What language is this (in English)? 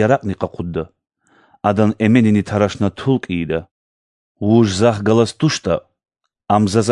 Lezghian